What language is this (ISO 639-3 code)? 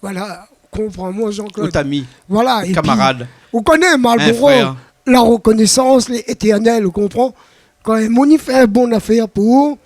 rcf